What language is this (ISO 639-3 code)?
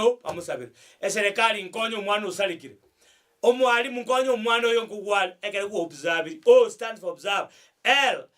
guz